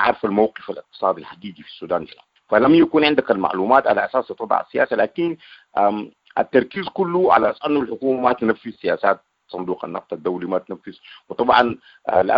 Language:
Sudanese Arabic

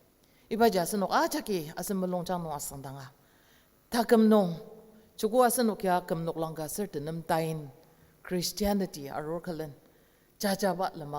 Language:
Ao Naga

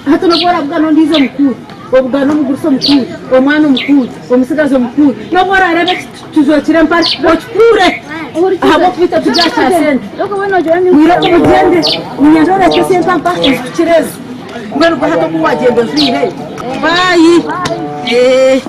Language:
Nyankole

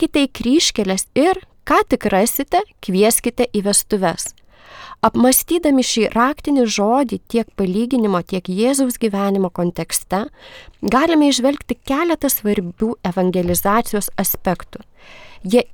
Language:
Lithuanian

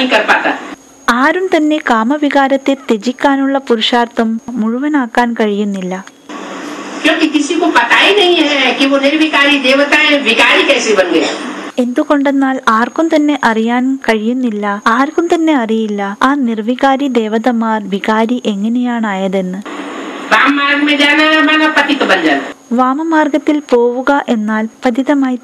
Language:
Malayalam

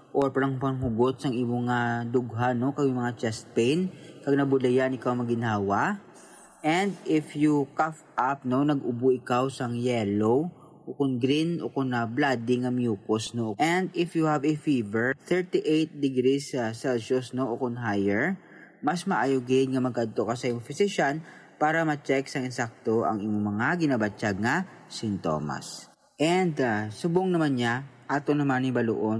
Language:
Hiligaynon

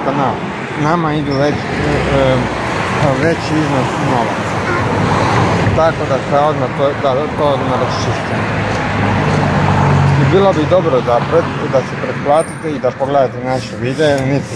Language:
Croatian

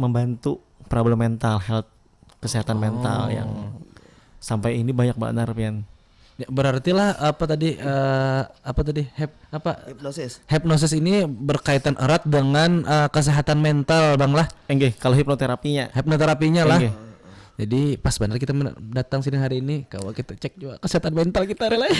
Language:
Banjar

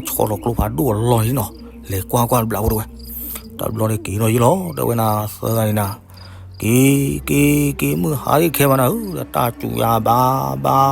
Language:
S'gaw Karen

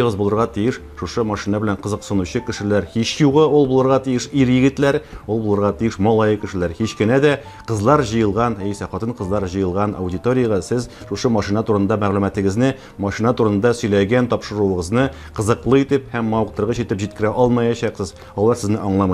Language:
Tatar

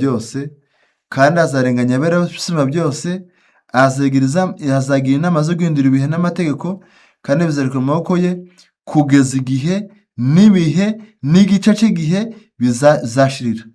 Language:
Kinyarwanda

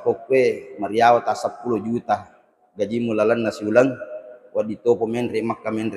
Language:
Buginese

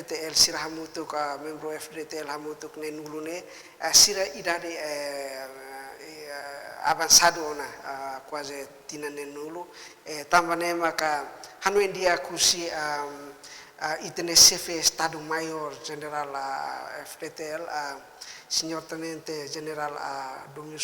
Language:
Tetum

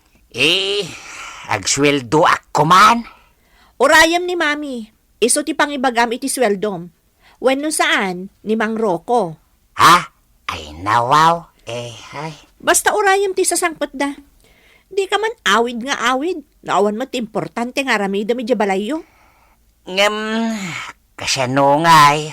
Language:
Iloko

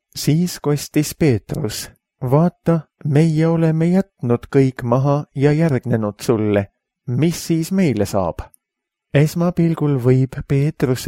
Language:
Estonian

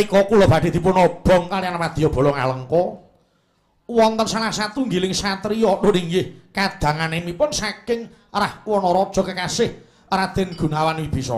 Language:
Javanese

